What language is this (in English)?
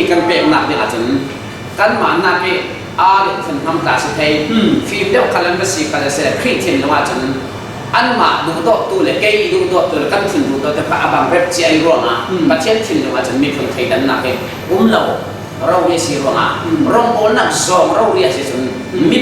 Falam Chin